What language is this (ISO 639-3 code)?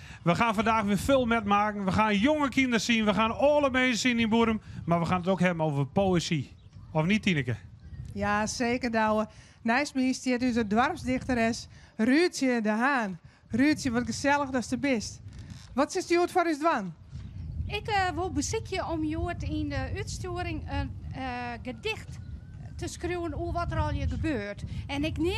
fry